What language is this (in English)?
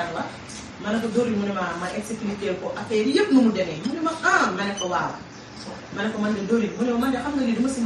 Wolof